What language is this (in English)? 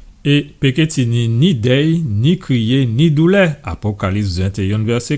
Guadeloupean Creole French